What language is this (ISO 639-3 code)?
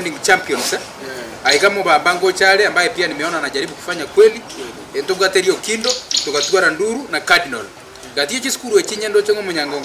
guz